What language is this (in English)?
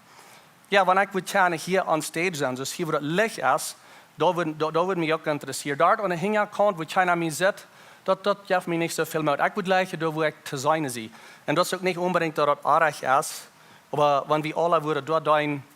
Plautdietsch